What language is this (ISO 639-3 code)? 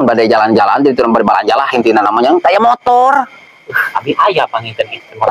sun